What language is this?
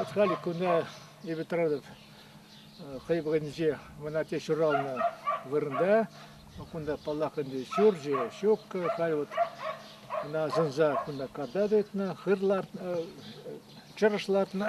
Chuvash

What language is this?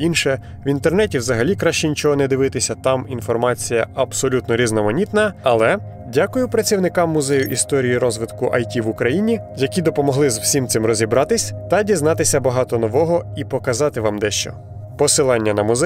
Ukrainian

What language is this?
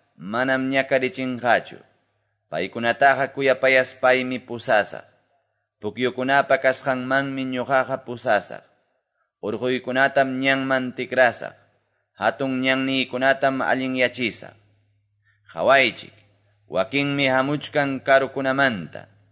Quechua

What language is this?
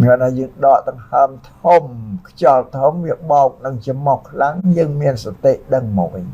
Khmer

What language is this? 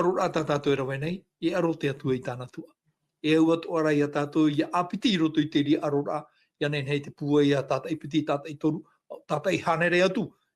Tahitian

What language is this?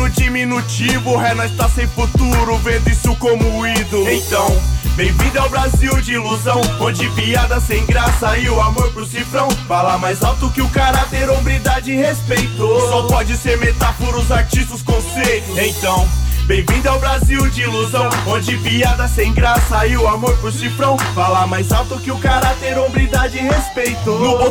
Portuguese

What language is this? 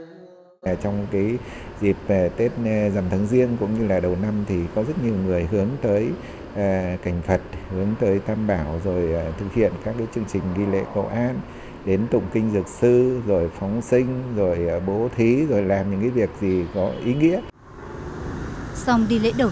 Vietnamese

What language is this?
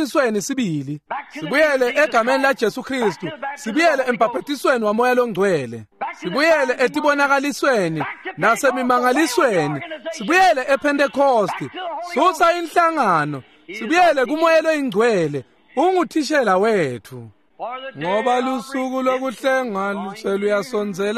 Swati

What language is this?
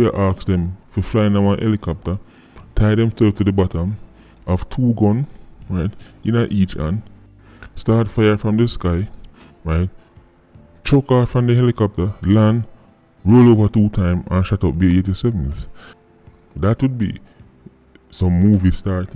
Jamaican Creole English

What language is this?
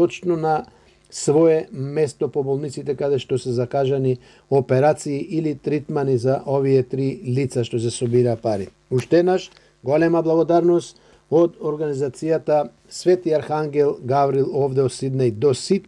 Macedonian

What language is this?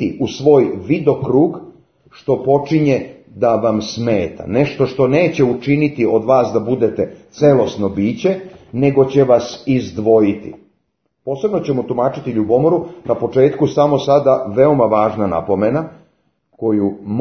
Serbian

